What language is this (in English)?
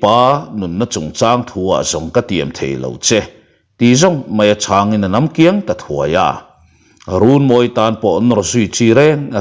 Mizo